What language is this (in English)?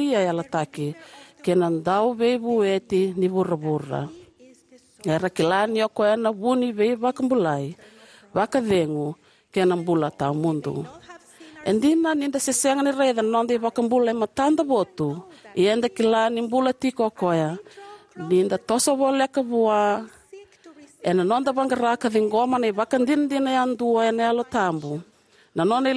Fijian